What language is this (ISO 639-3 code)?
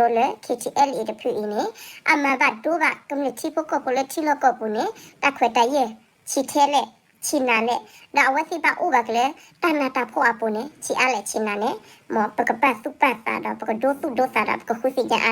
ksw